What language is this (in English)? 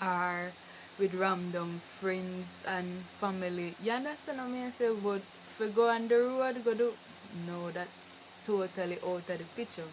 Jamaican Creole English